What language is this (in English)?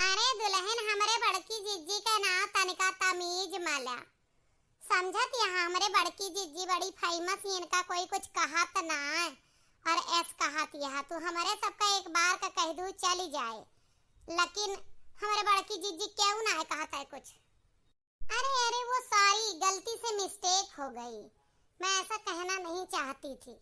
Awadhi